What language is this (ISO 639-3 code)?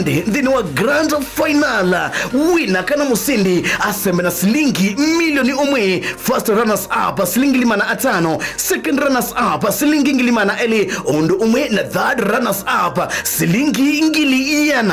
kam